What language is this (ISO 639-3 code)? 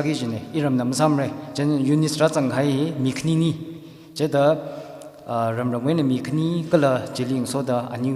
nmf